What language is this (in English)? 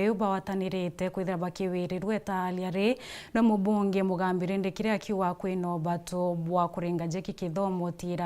Meru